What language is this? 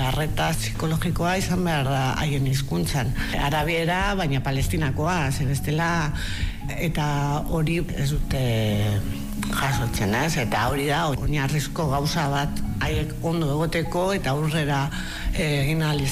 Basque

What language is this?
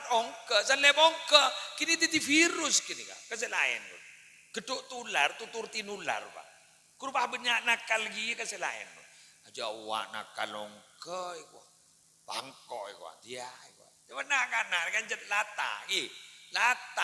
Madurese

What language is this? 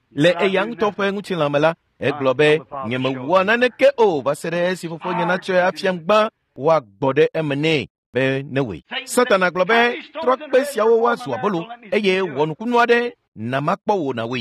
Ewe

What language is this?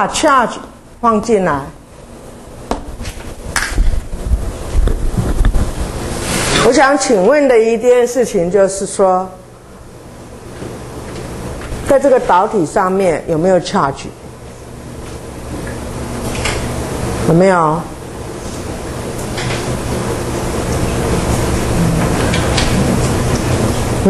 Chinese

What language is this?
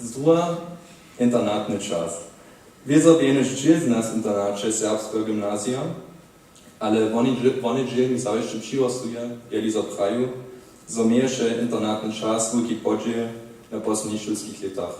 Upper Sorbian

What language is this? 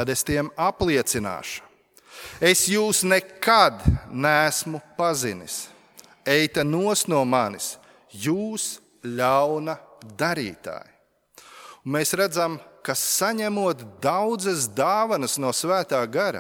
Latvian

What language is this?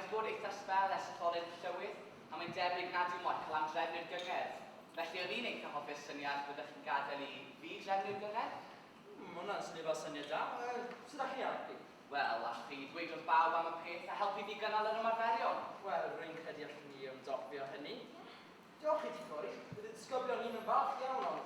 Welsh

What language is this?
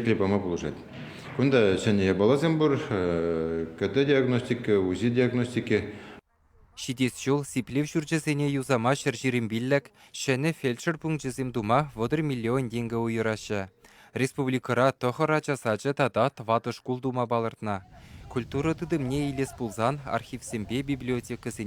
Chuvash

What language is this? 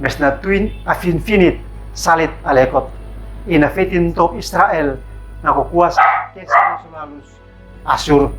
Uab Meto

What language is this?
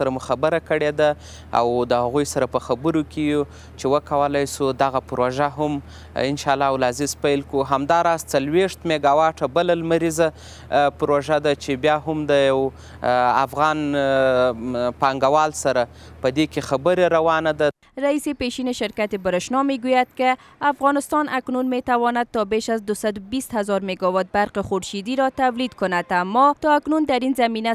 Persian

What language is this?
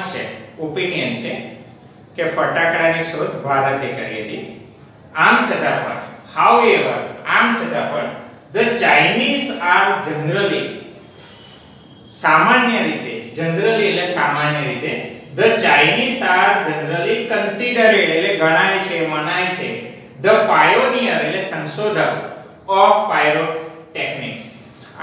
Gujarati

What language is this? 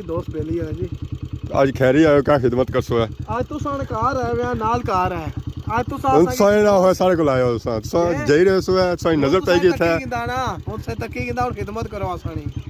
Pahari-Potwari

